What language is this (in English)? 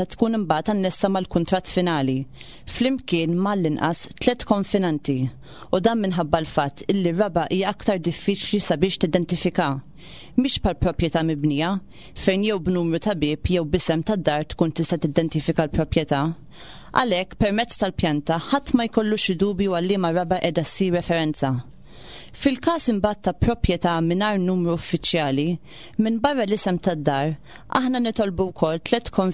Maltese